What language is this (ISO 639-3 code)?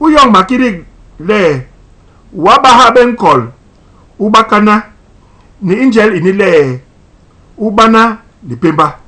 bas